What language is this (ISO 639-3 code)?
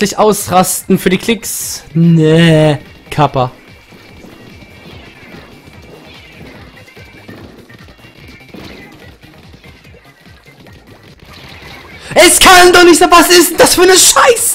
deu